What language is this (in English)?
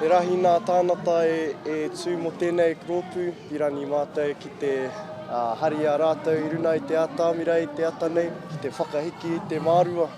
Māori